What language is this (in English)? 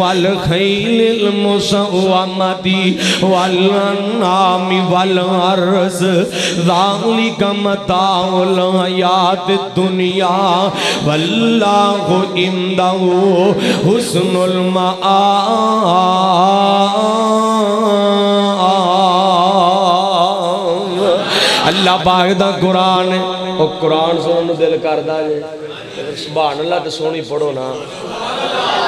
Western Panjabi